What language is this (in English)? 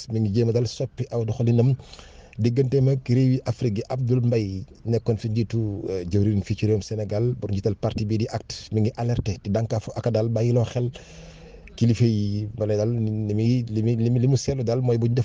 Wolof